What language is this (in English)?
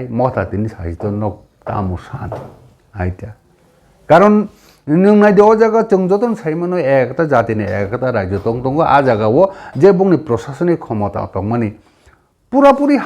Kok Borok